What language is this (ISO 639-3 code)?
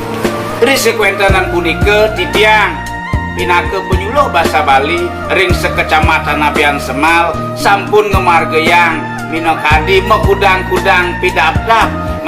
ban